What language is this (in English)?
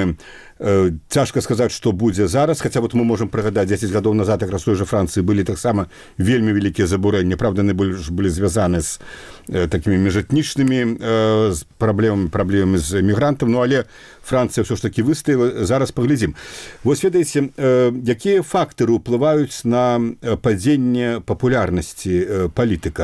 Belarusian